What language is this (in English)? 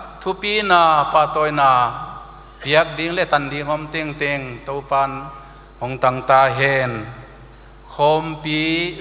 Paite Chin